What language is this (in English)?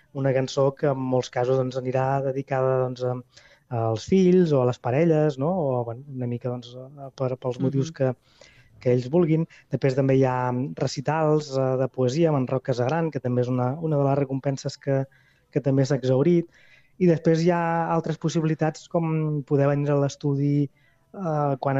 Catalan